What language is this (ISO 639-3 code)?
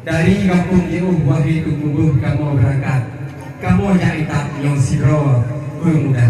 ace